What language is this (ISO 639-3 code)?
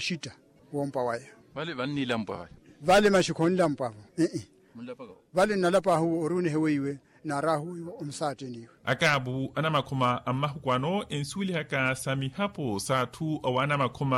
vmw